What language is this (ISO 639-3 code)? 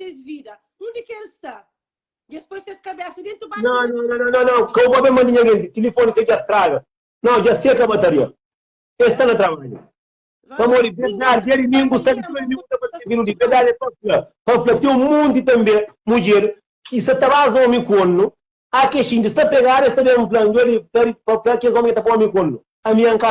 kea